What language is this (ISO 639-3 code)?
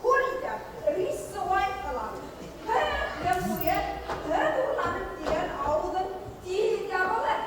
bak